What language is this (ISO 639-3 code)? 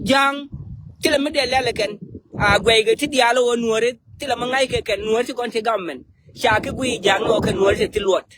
nus